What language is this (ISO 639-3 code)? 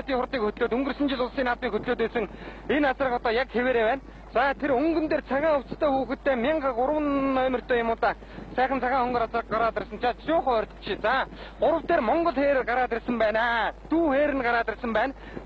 mon